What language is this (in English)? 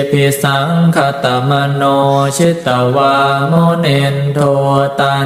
Pali